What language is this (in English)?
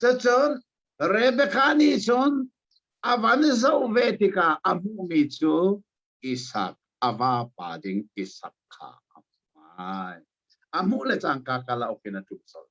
Hakha Chin